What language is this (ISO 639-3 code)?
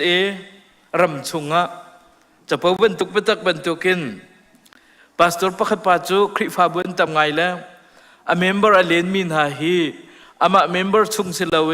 cnh